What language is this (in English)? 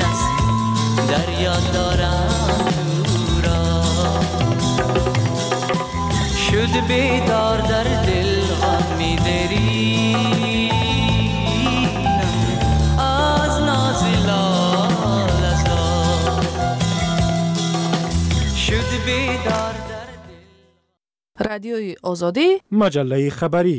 Persian